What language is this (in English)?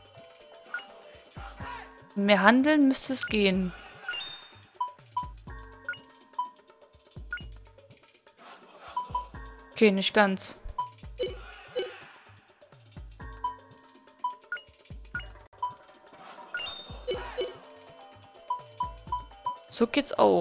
German